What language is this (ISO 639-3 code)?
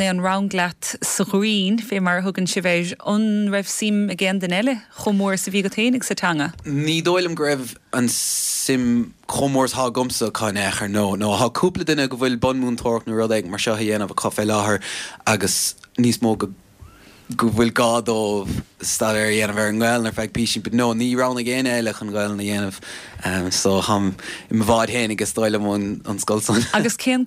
gle